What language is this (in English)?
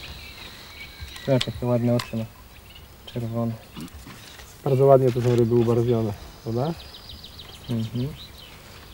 Polish